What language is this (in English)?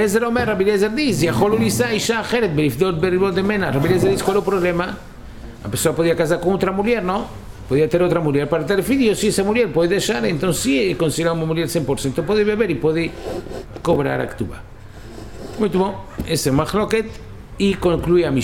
Portuguese